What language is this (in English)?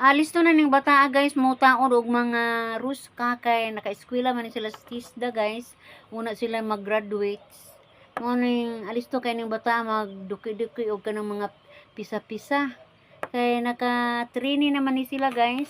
Cebuano